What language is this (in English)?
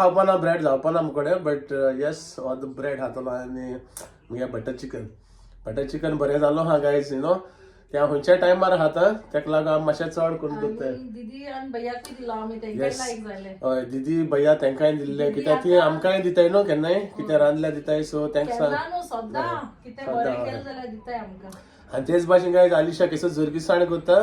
Konkani